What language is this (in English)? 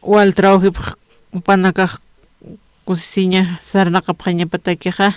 Aymara